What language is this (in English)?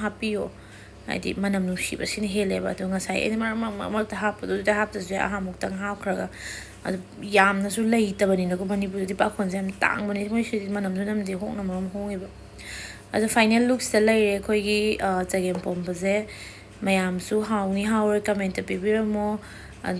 Manipuri